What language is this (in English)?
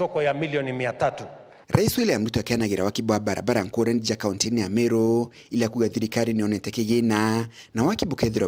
Meru